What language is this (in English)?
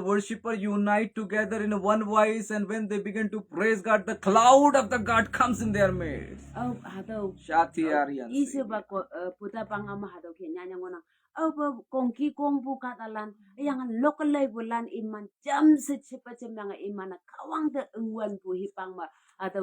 Konyak Naga